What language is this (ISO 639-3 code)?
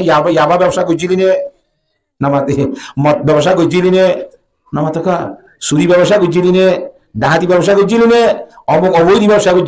rhg